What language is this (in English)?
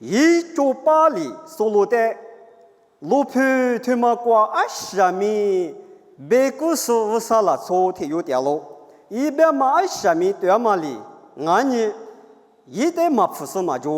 Lisu